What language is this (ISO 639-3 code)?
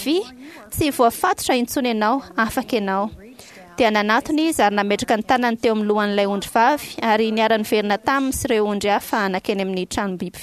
mlg